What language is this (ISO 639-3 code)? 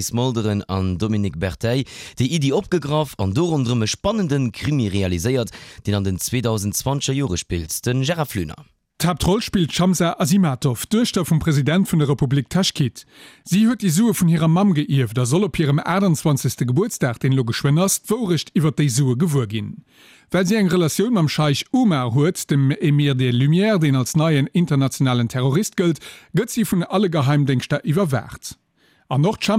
ltz